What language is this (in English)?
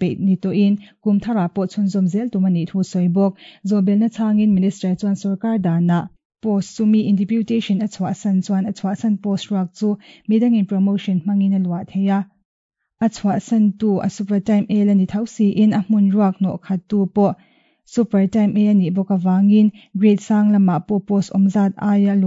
Mizo